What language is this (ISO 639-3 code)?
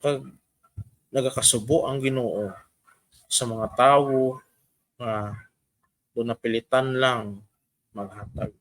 hil